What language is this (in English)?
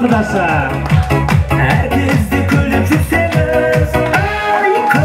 Kazakh